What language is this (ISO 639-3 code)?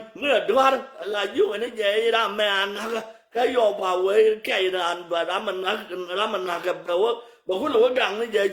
nus